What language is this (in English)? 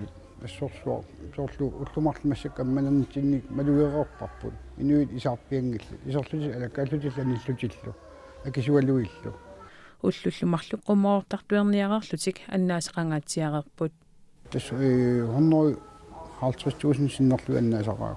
Kalaallisut